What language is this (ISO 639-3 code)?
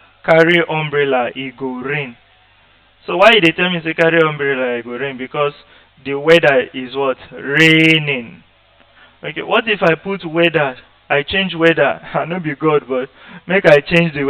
pcm